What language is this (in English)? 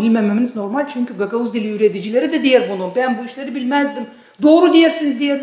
Gagauz